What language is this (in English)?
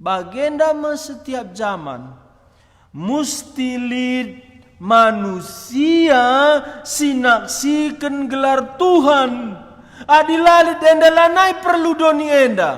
Batak Karo